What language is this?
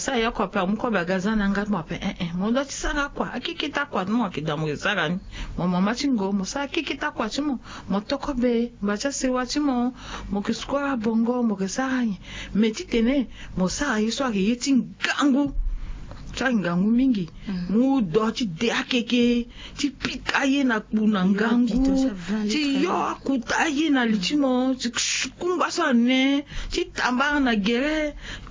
Sango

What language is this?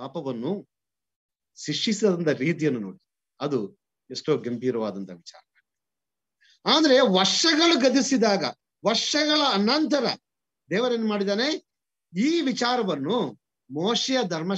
Kannada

